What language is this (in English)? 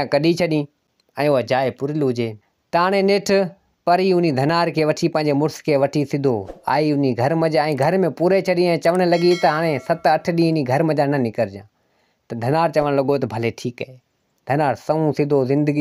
Sindhi